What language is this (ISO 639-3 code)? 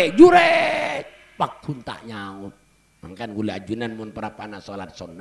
mad